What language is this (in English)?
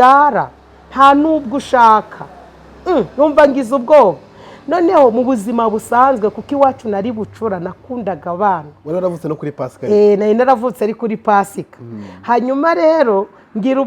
Kinyarwanda